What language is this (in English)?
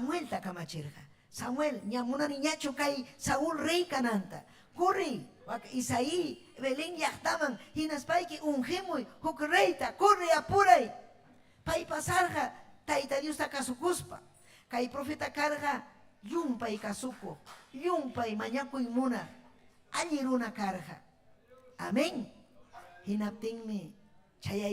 Ayacucho Quechua